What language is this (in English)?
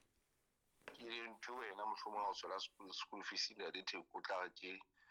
Southern Sotho